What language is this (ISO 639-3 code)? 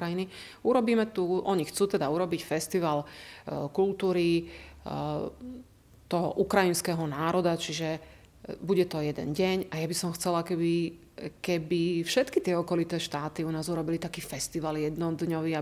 slk